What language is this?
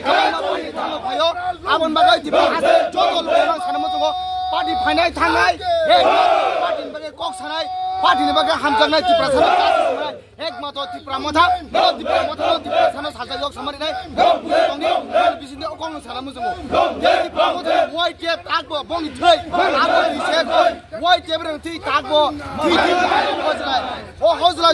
Kok Borok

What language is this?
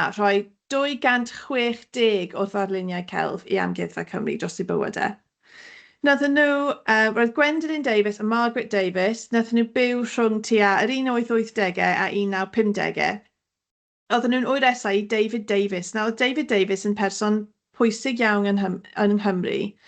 Welsh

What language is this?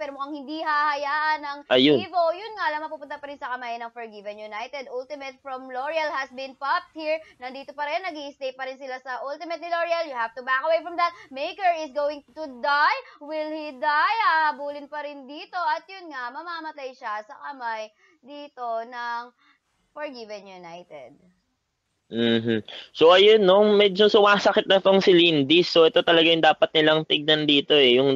Filipino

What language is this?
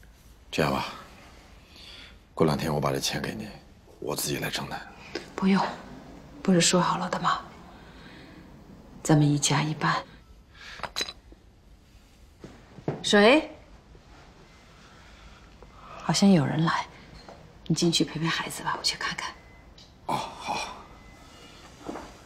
Chinese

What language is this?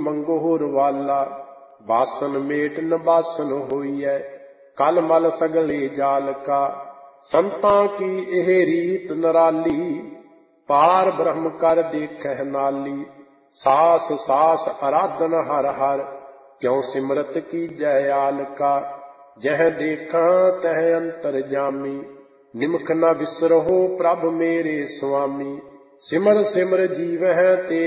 Punjabi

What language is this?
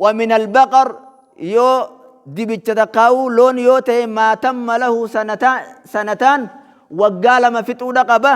Oromo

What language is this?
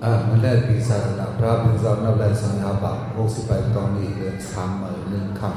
Shan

